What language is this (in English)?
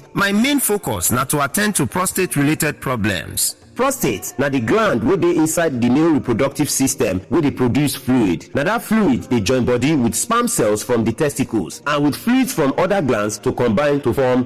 Nigerian Pidgin